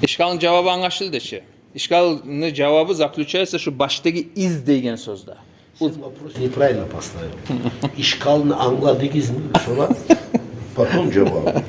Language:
Kumyk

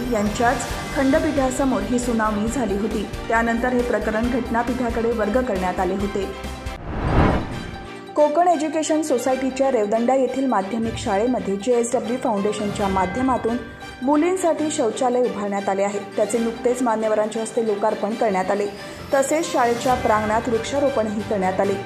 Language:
Marathi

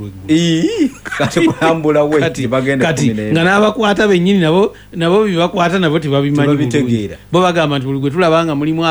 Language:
Ganda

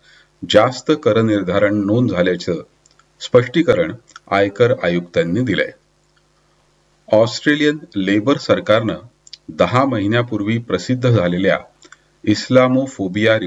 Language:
Marathi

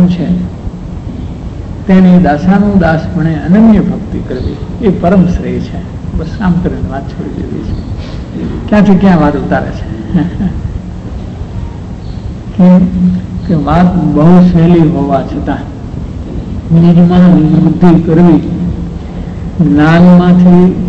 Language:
Gujarati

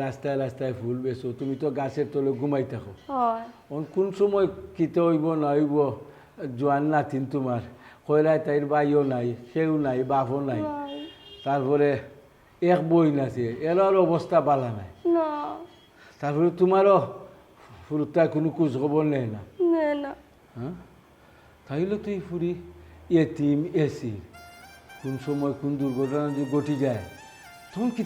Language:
Sylheti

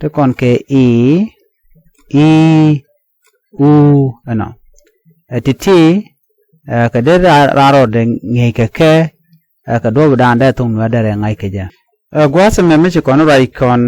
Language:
Nuer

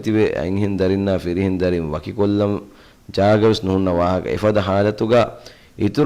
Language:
Divehi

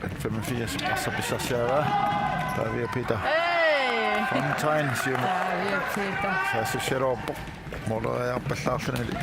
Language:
Kalaallisut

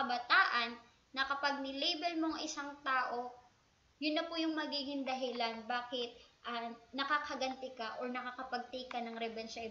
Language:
Filipino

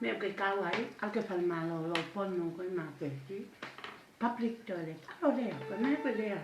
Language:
Tongan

